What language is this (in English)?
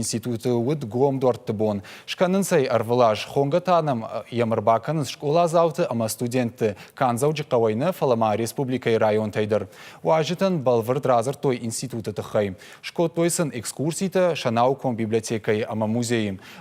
Ossetic